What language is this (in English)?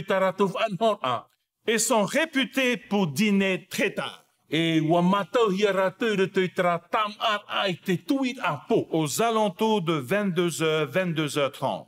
Tahitian